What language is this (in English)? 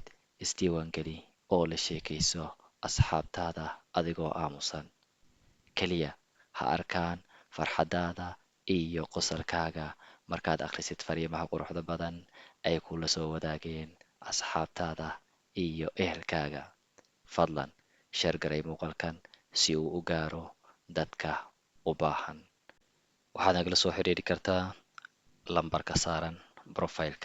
Somali